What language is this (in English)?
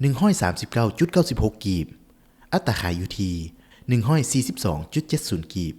Lao